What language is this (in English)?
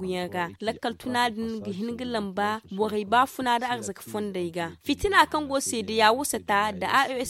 Zarma